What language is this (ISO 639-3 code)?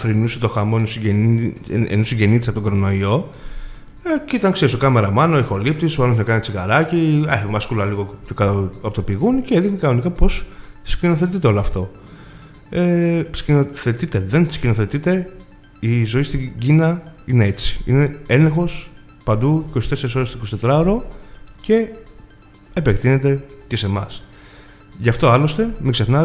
ell